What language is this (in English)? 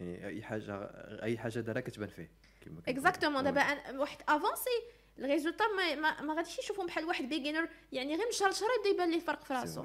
Moroccan Arabic